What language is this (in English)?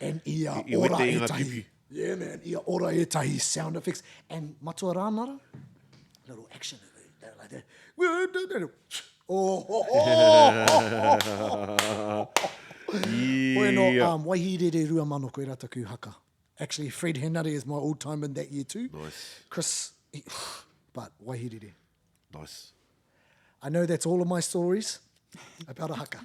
Māori